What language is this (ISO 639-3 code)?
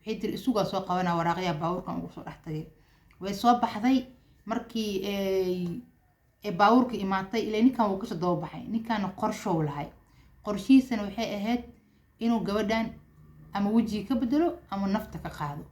som